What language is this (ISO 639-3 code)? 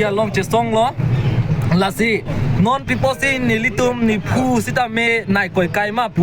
mjw